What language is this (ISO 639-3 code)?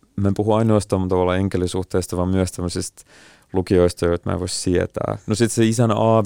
fin